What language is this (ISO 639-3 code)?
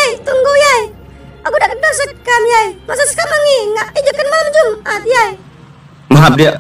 msa